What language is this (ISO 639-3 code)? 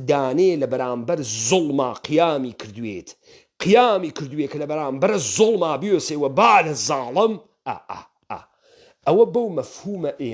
ckb